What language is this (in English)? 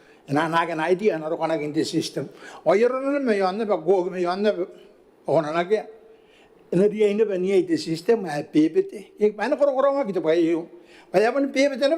Gilbertese